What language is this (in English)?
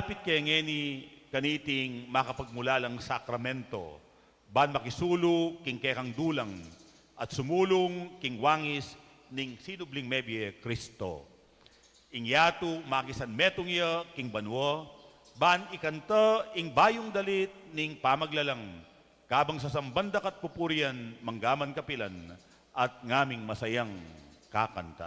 Pampanga